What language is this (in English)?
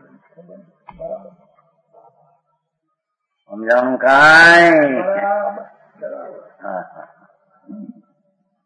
Gujarati